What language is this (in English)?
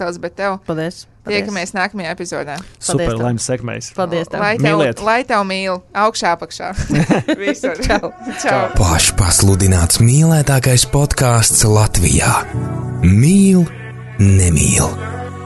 Latvian